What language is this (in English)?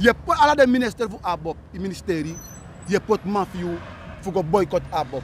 Sranan Tongo